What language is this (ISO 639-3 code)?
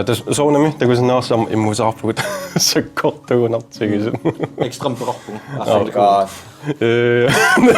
kal